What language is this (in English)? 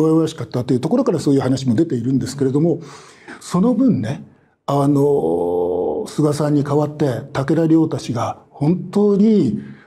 Japanese